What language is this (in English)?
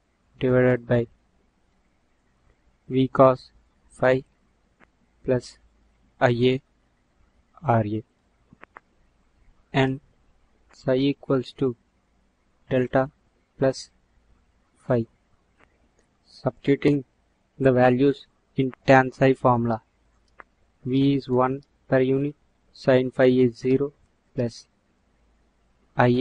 English